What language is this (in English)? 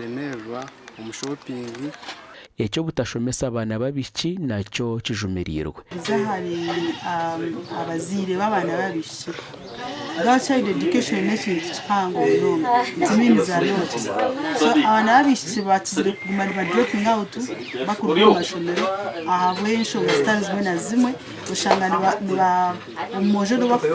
Nyankole